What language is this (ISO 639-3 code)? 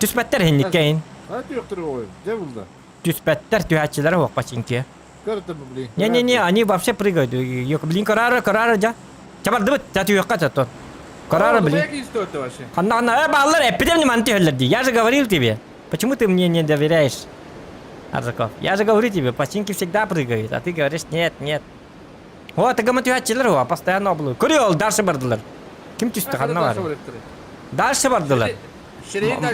sah